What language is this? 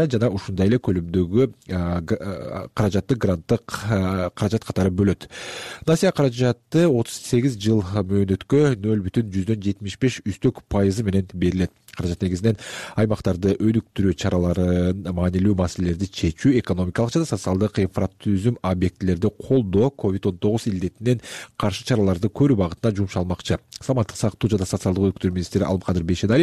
Kyrgyz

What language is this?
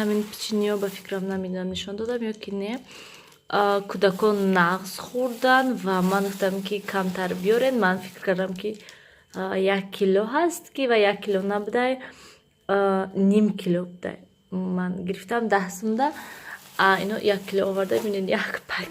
Tajik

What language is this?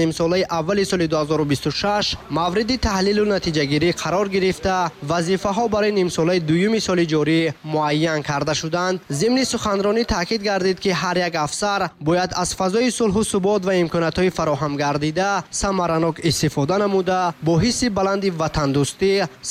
Tajik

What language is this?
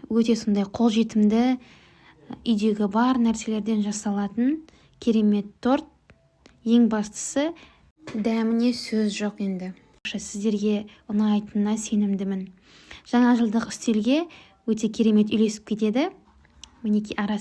Kazakh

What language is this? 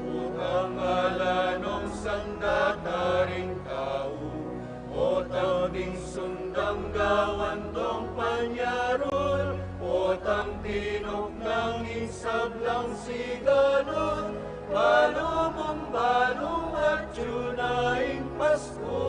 Pampanga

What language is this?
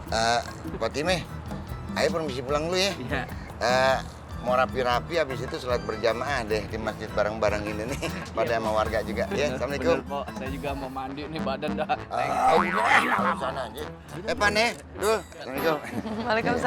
Betawi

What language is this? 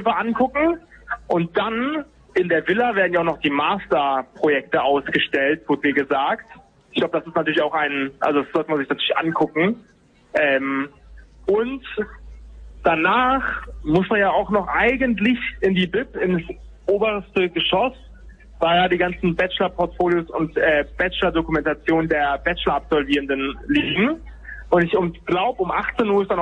German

